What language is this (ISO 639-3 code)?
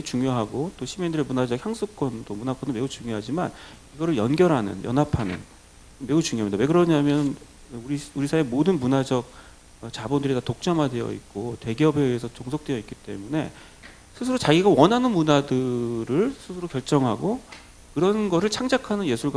kor